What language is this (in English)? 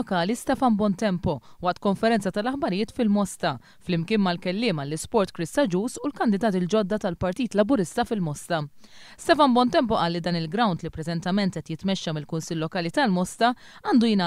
Maltese